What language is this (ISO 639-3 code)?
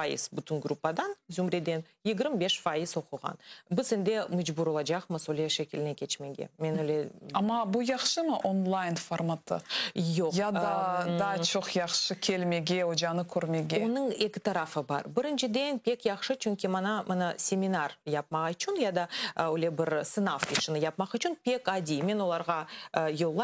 crh